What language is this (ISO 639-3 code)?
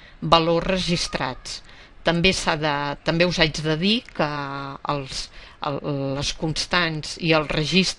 cat